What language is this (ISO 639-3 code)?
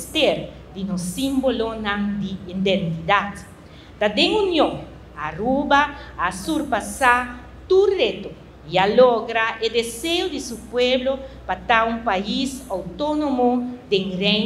pap